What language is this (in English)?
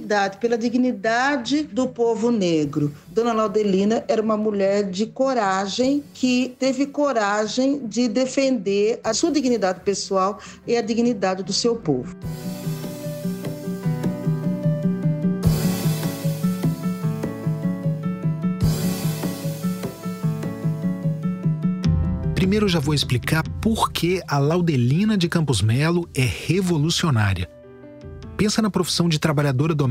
Portuguese